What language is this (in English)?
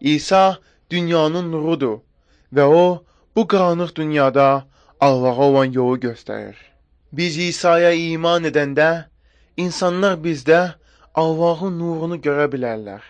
Azerbaijani